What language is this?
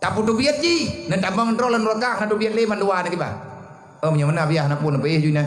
Achinese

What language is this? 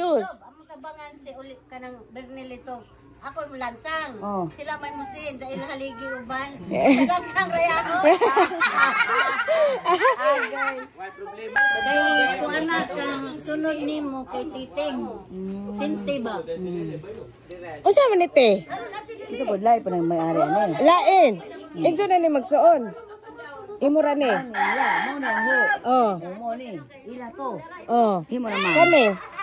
Cebuano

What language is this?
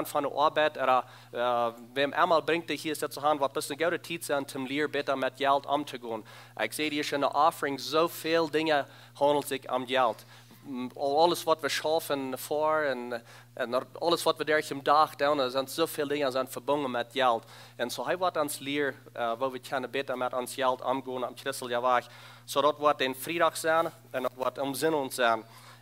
Plautdietsch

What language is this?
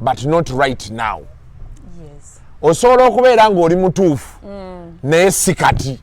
Ganda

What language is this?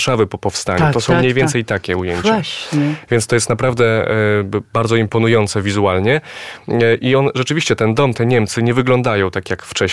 Polish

